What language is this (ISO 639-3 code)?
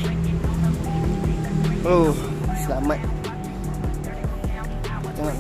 msa